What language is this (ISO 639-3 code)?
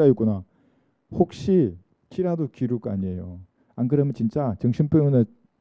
kor